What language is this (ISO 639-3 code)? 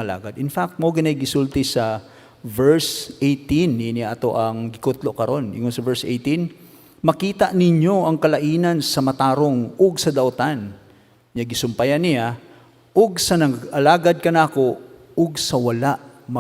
ceb